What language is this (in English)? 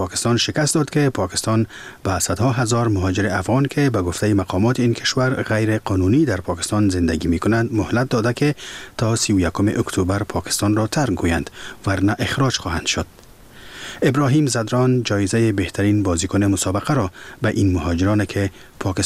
Persian